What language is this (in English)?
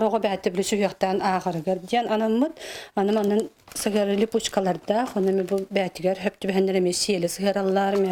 Yakut